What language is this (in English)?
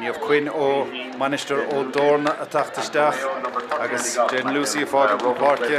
Irish